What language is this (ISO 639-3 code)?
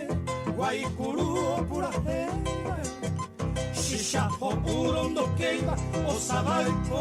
grn